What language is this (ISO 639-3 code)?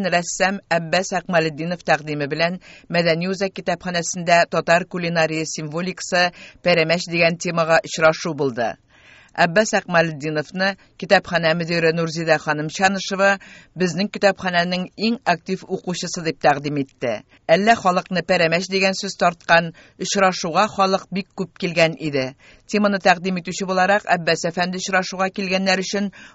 tat